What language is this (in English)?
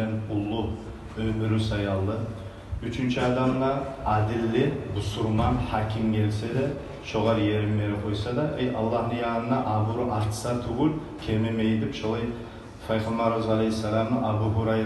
Kumyk